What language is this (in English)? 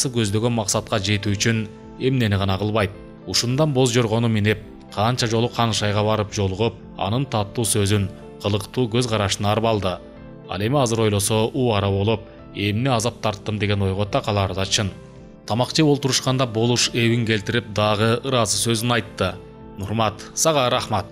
Kyrgyz